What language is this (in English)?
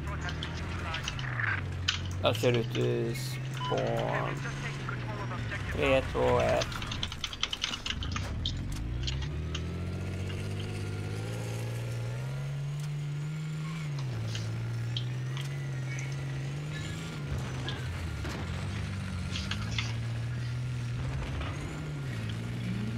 Swedish